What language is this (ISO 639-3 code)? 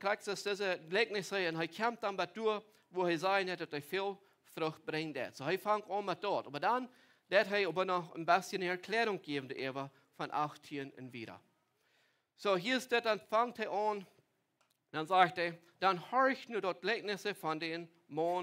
pdt